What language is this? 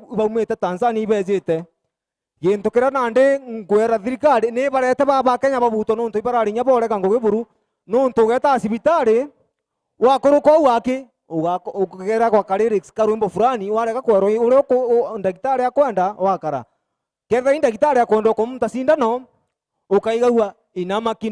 Meru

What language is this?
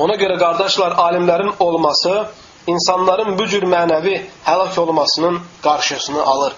Azerbaijani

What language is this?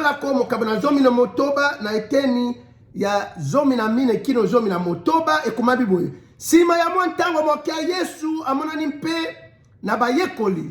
Lingala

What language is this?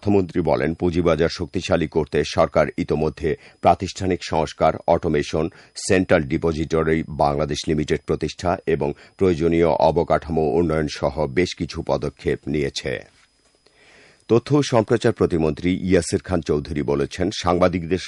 Bangla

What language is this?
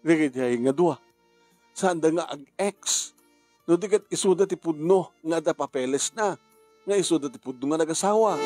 Iloko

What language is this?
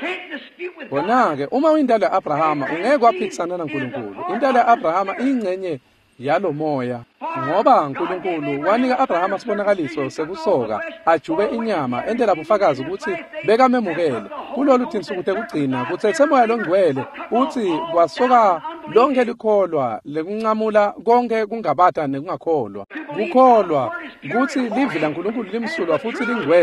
Swati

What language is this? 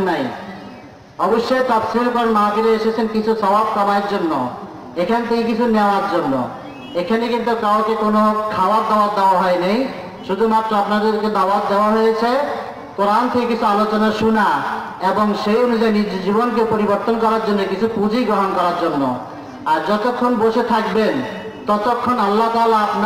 Bangla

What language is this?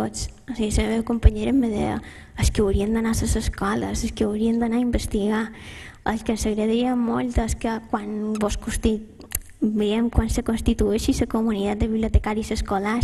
Catalan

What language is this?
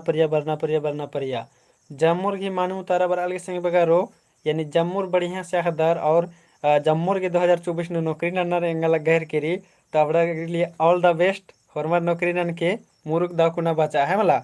Kurukh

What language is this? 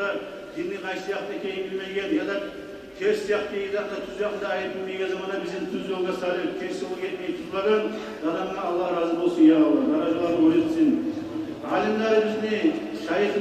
Kumyk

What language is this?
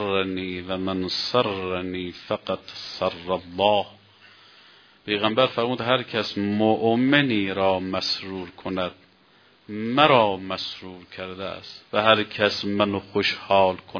Persian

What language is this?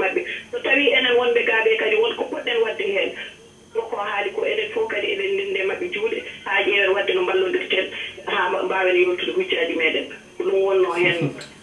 Fula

